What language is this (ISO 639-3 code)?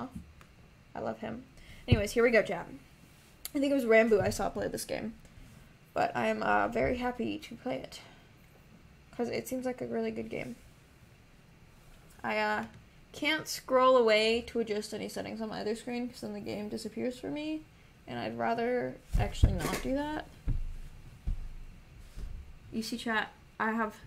eng